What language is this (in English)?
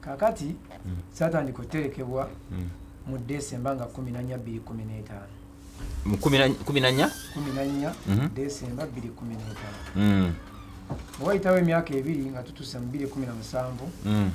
Ganda